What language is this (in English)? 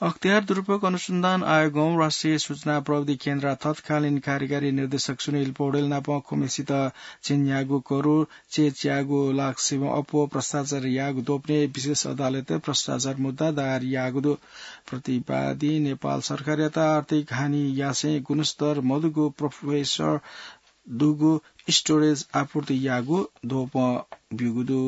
Newari